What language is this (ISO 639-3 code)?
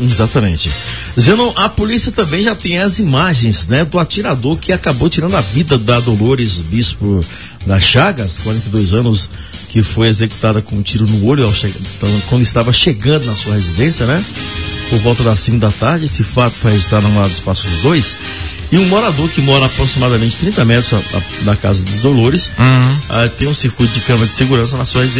por